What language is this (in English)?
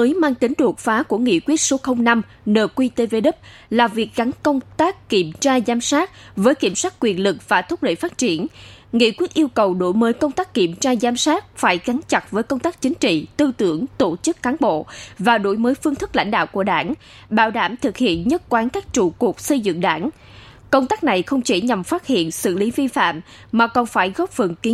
Vietnamese